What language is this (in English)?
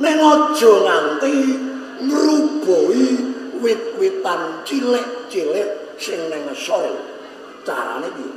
Javanese